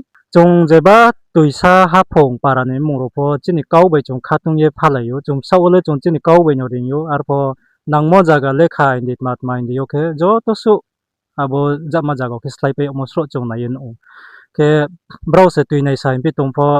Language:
Riang (India)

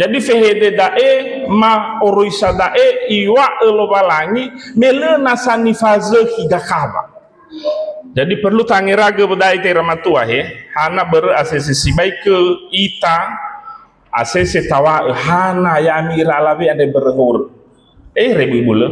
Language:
Nias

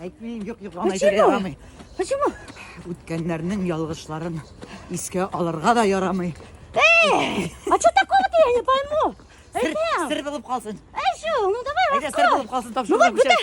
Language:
Bashkir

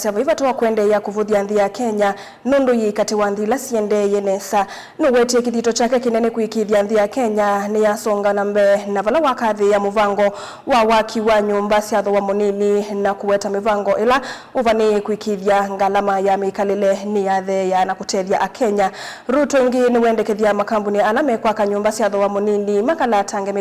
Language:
Kamba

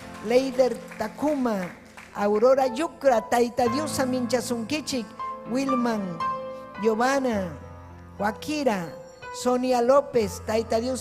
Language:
Ayacucho Quechua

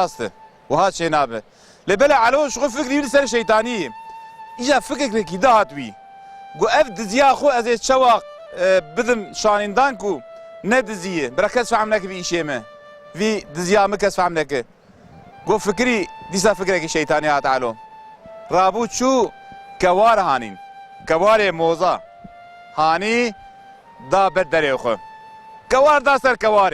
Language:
Kurdish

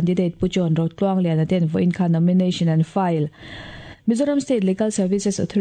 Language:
Mizo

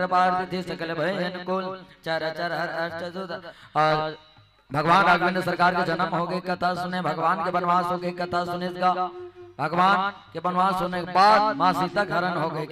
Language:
Chhattisgarhi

